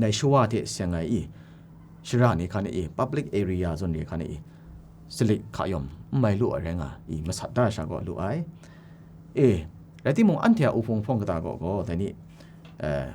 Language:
Kachin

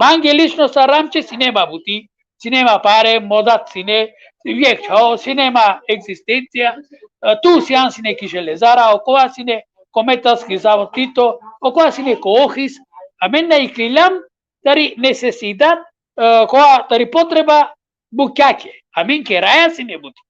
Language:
Balkan Romani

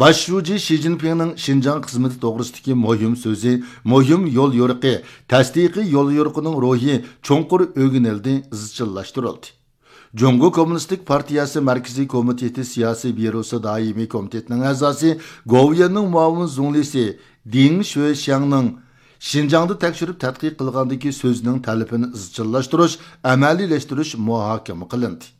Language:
Uyghur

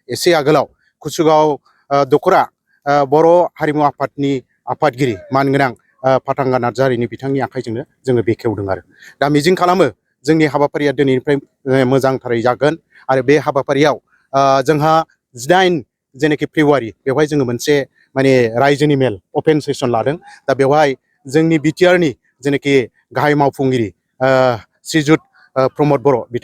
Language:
Bodo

